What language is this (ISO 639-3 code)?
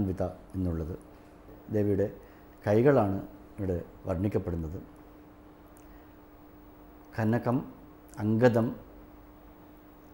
mal